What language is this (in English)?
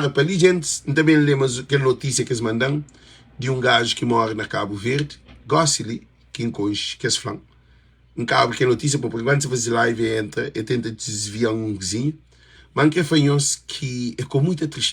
Kabuverdianu